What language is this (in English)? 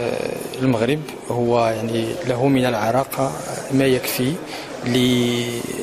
Moroccan Arabic